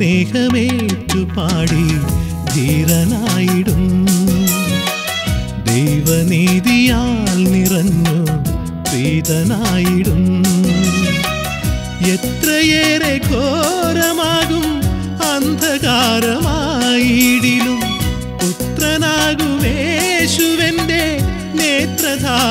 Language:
Malayalam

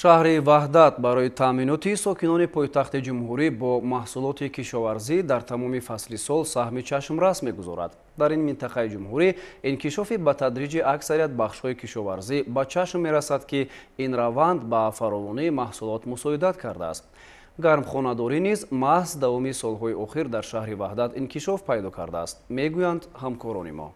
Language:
Tajik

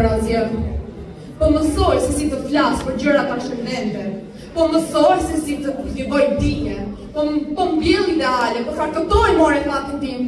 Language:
Albanian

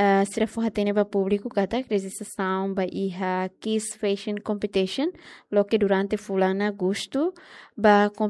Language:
Tetum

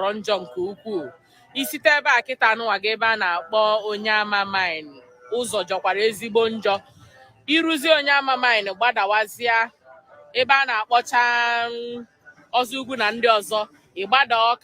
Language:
Igbo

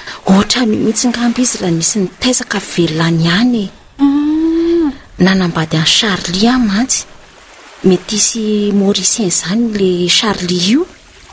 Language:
Malagasy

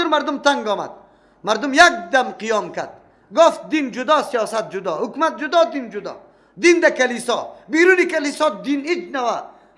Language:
Persian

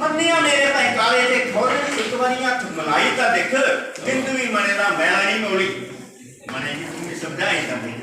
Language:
Dogri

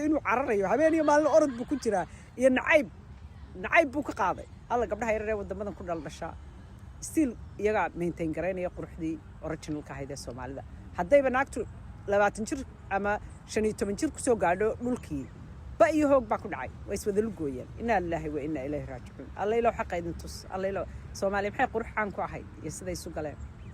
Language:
Somali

